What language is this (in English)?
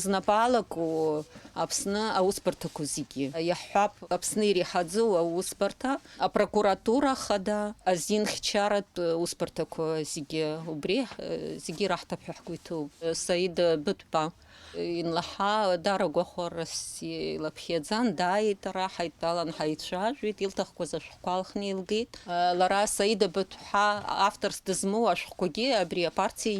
Abkhazian